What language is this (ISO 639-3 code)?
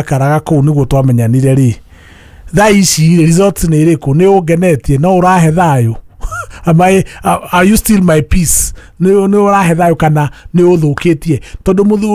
kik